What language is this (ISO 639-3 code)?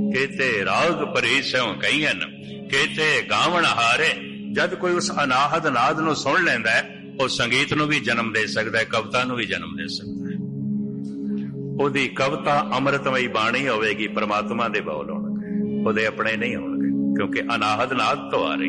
pan